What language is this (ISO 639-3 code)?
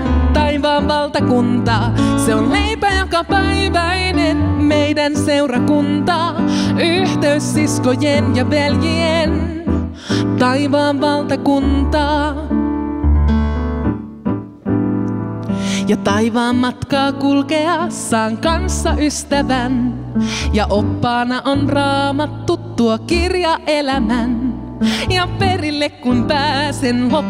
fin